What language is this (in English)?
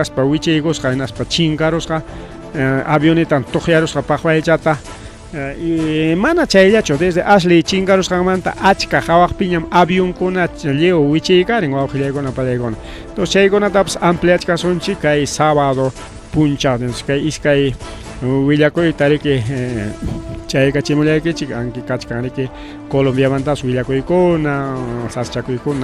Ayacucho Quechua